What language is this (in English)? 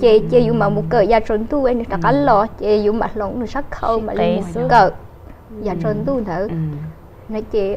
Hmong